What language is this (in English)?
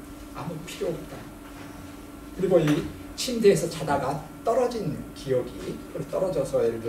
Korean